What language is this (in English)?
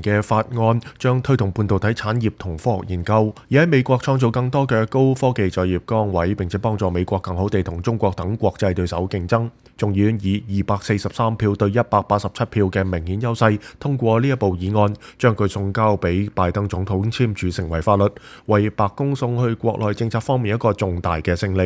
Cantonese